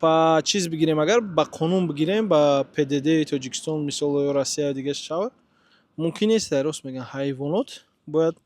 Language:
Tajik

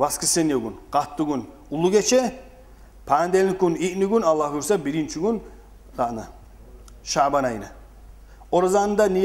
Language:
Kumyk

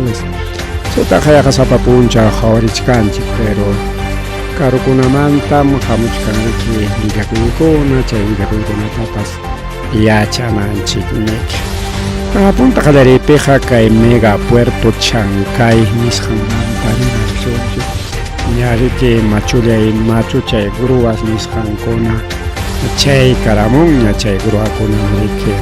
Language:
Ayacucho Quechua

